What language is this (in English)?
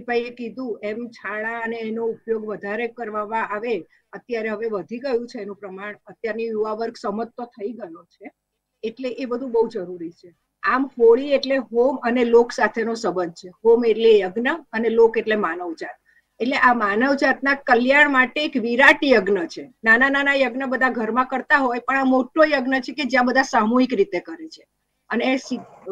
Gujarati